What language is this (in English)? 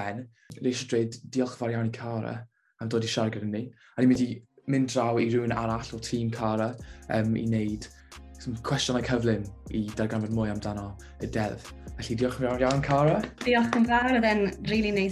Welsh